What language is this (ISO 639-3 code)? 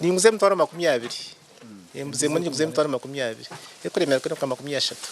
nyn